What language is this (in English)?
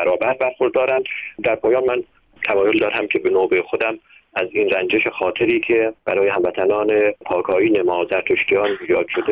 Persian